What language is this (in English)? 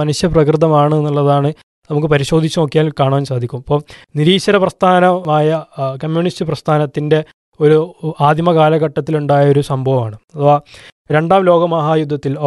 Malayalam